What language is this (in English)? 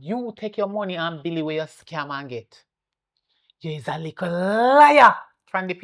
Jamaican Creole English